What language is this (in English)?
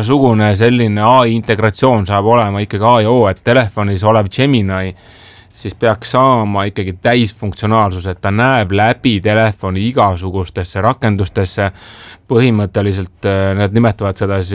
Estonian